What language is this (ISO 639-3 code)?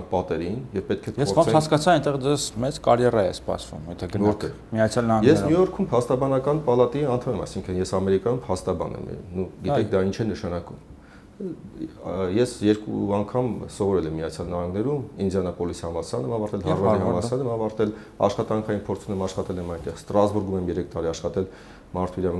hye